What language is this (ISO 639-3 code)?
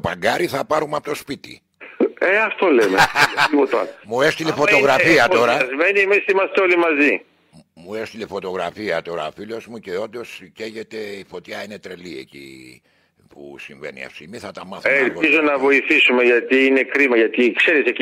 ell